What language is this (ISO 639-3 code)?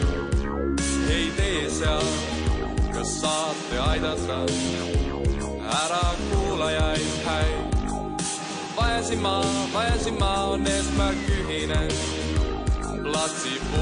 est